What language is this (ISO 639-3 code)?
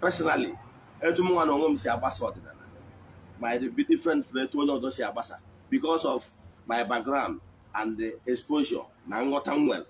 ibo